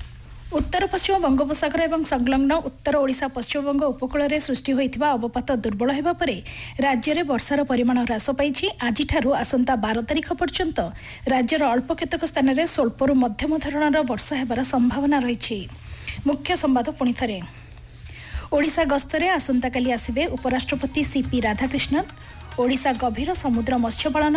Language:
Odia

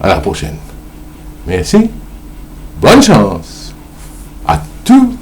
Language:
Morisyen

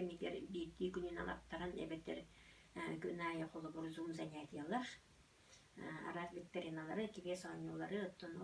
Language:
Yakut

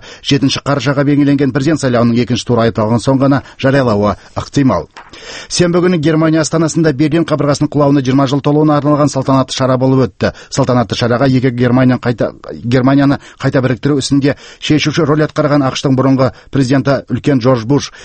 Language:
Kazakh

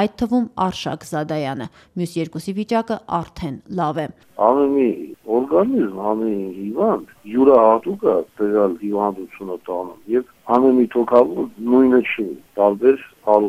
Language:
Armenian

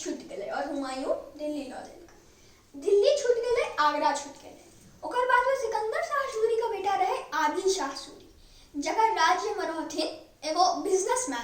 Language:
Maithili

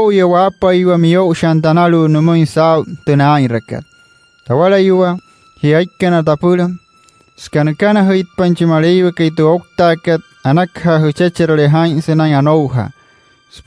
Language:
Wayuu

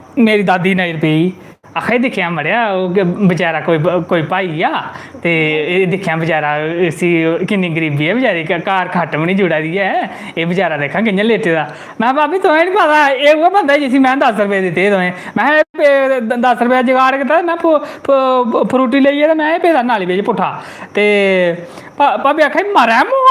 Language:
Dogri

